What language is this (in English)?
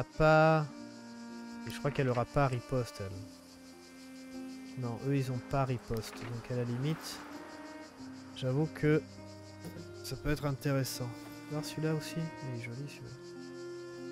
French